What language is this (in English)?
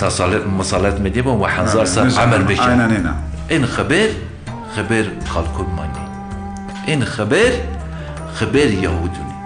Zaza